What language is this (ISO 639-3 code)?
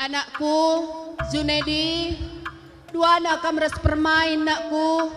btx